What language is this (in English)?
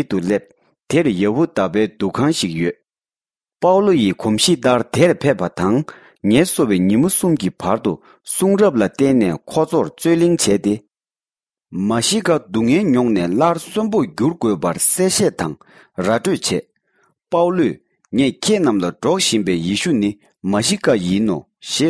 Tibetan